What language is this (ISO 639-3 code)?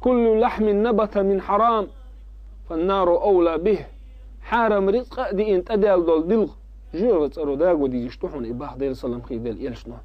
che